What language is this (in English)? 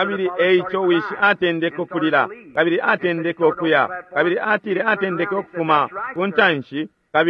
Bemba